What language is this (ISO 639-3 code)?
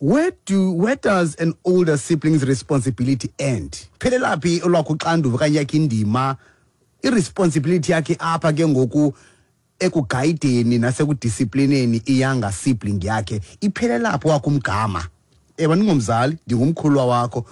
xho